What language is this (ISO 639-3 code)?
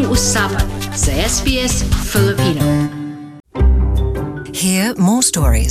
fil